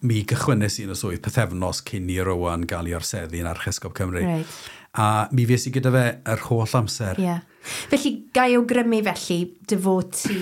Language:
Welsh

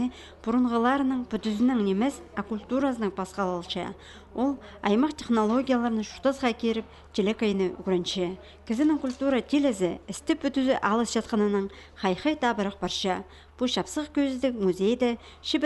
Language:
Khakas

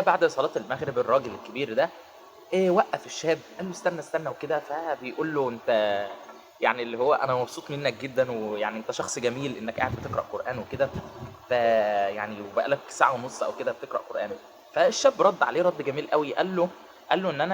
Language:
Egyptian Arabic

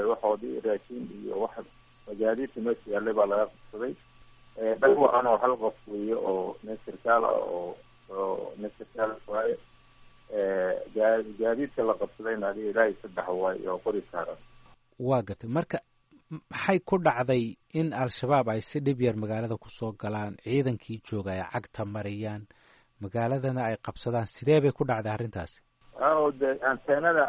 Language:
Somali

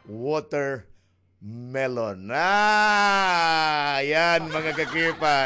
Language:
Waray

